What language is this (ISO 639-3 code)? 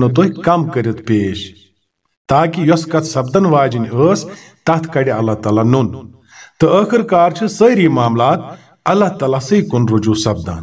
kas